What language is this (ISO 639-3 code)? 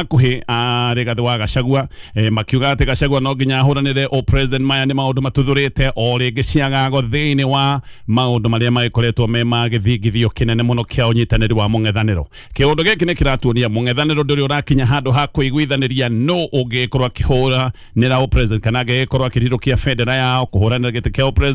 kik